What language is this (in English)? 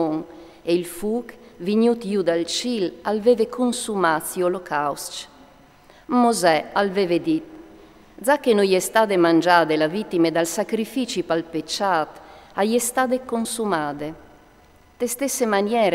Friulian